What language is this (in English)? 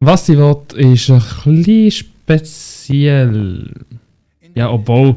Swiss German